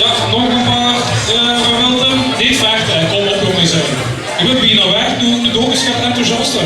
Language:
Limburgish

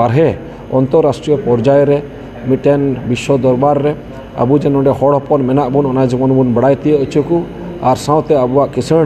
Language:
Santali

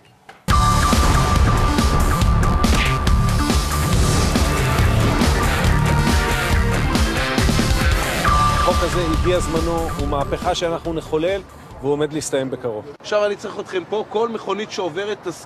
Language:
Hebrew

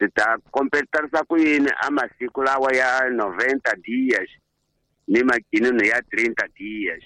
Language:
Tsonga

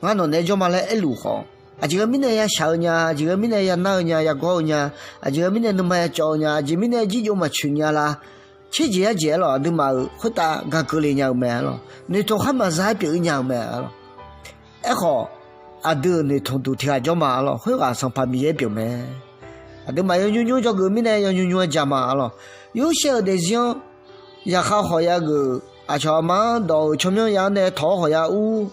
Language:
Akha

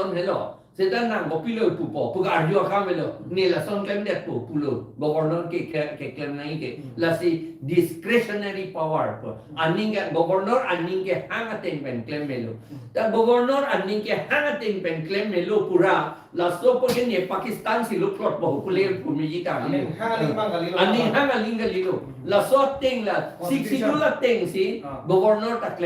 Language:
Karbi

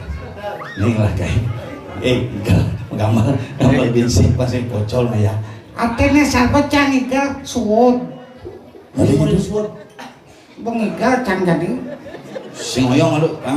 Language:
Balinese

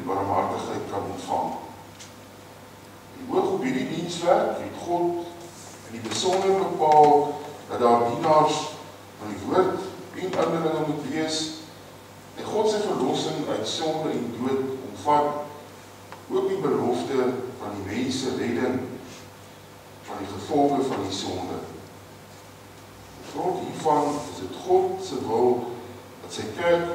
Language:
Afrikaans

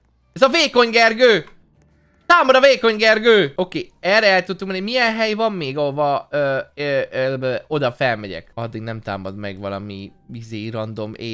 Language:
Hungarian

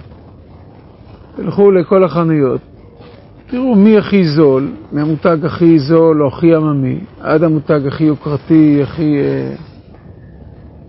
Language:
Hebrew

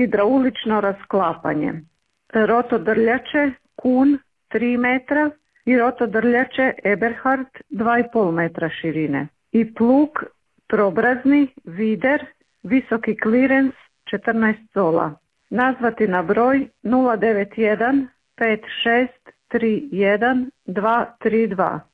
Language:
Croatian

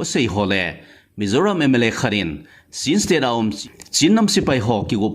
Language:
Thado Chin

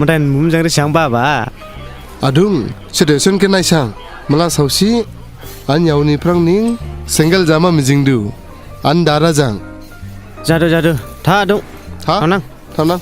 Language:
Dimasa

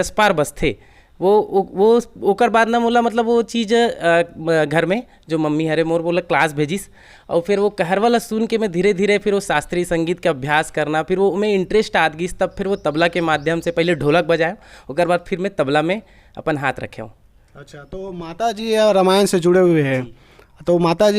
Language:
Chhattisgarhi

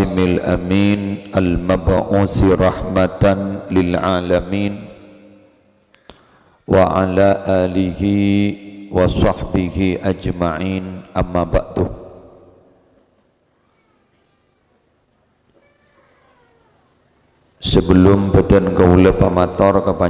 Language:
Madurese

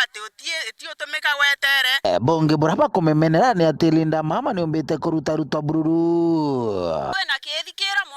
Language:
Meru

